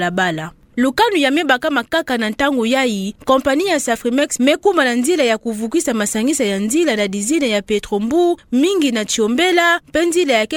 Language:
Kituba (Democratic Republic of Congo)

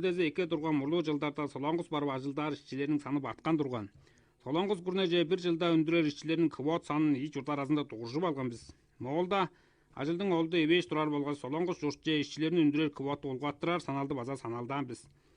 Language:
Tuvinian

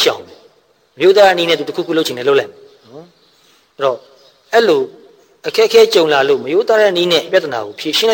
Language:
Burmese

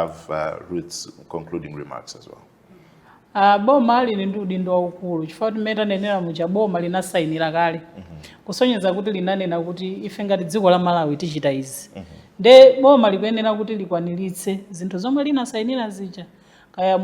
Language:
Nyanja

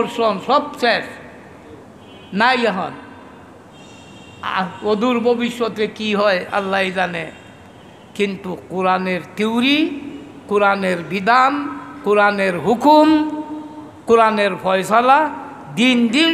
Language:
Bangla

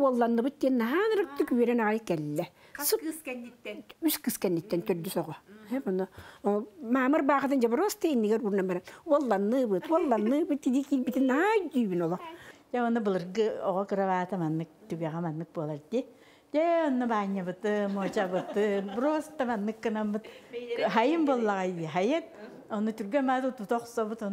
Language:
Yakut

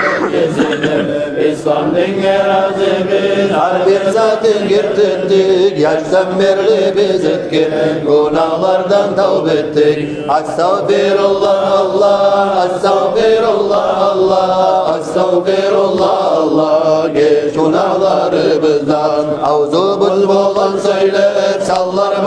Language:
Kumyk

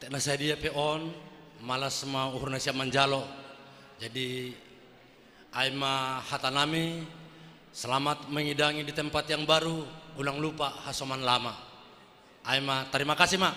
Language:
Batak Simalungun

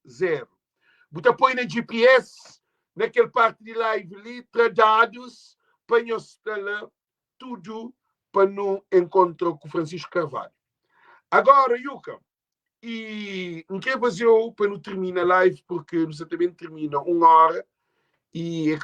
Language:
Kabuverdianu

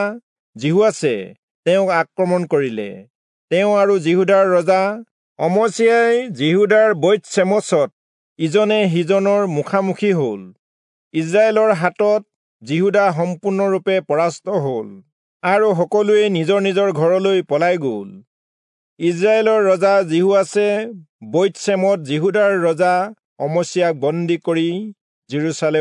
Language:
Assamese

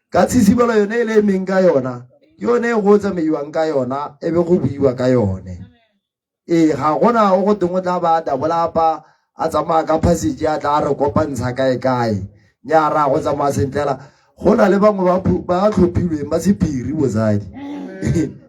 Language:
Tswana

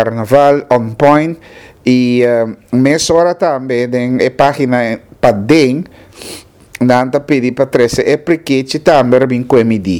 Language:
Papiamento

